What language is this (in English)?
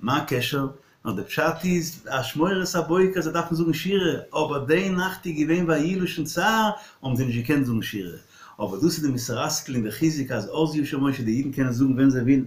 Yiddish